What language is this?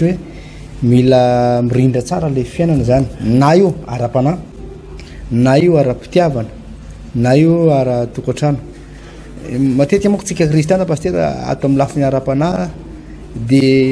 Malagasy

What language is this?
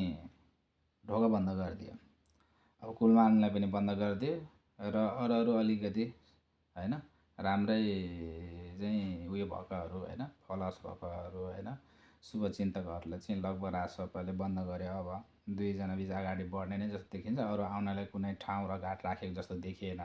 Nepali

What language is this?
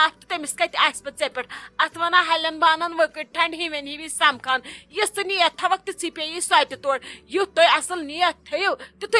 Kashmiri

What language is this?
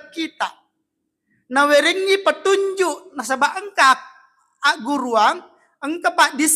Buginese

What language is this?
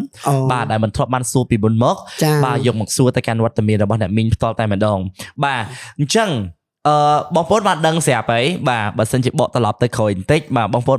Khmer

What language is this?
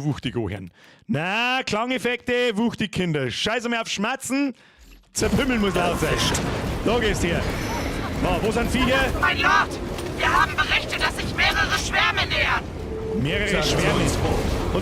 Bavarian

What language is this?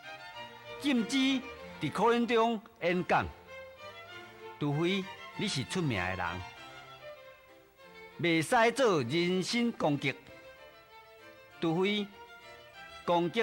Min Nan Chinese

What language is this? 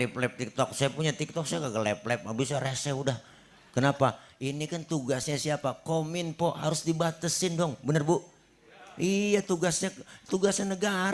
Betawi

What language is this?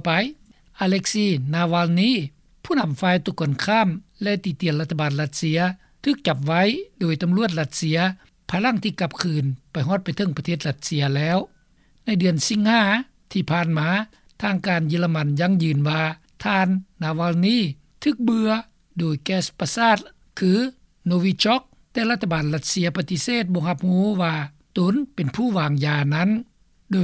Lao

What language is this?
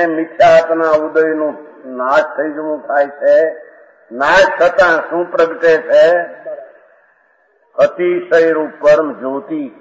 Gujarati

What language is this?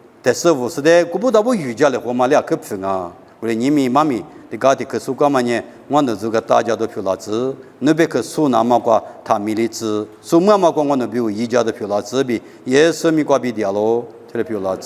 Lisu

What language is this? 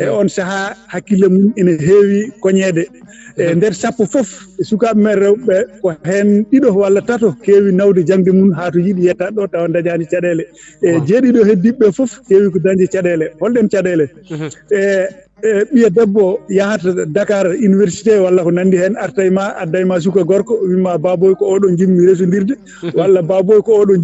Fula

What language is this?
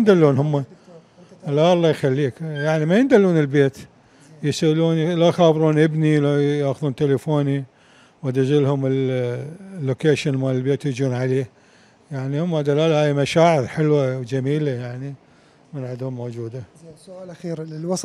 Mesopotamian Arabic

